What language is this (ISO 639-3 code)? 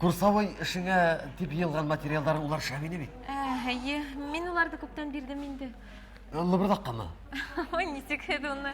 bak